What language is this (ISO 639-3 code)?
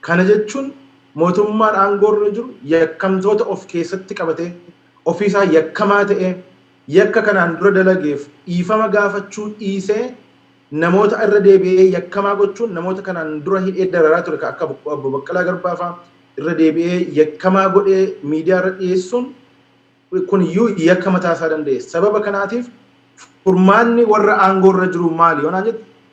orm